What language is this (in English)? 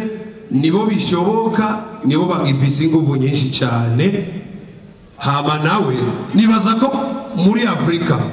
Rundi